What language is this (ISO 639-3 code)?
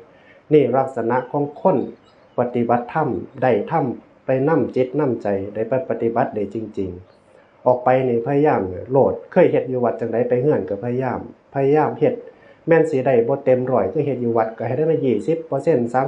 tts